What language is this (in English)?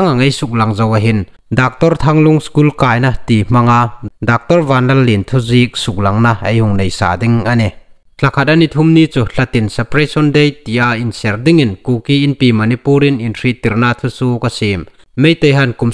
Hmar